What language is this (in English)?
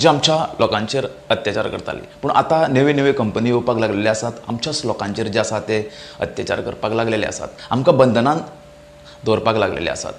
Konkani